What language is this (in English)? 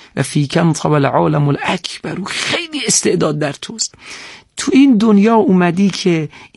Persian